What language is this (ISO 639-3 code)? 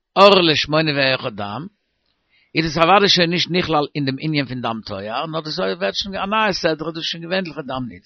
yid